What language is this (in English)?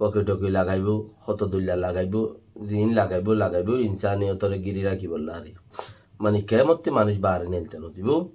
Rohingya